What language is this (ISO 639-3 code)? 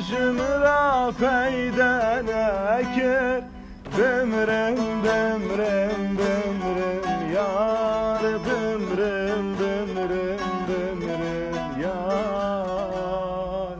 kur